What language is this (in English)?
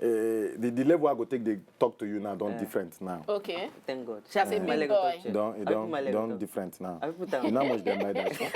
Nigerian Pidgin